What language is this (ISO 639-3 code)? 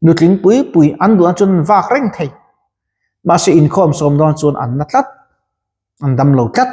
lus